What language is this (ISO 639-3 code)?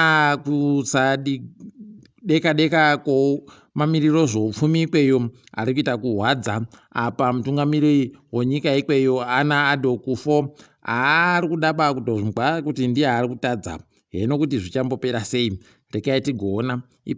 ndc